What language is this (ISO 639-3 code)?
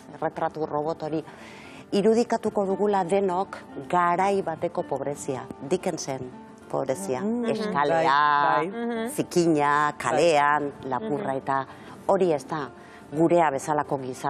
eus